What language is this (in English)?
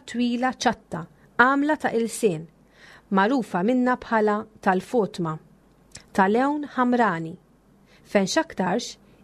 Maltese